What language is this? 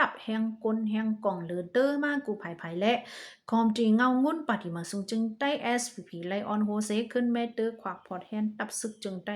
Shan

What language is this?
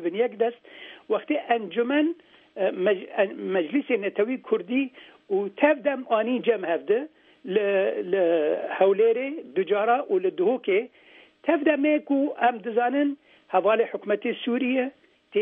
Kurdish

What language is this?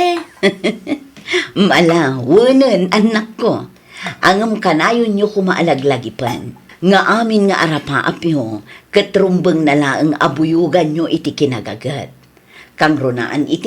Iloko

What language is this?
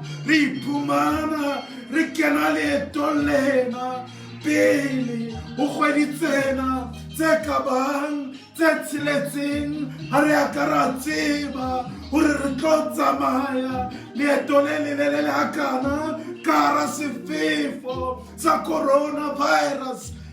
Southern Sotho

